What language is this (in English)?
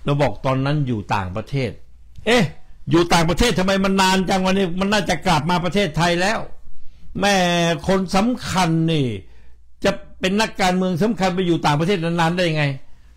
Thai